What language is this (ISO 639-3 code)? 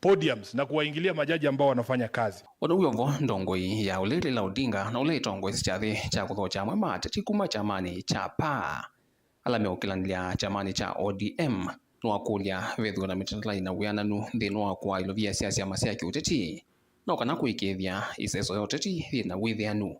kam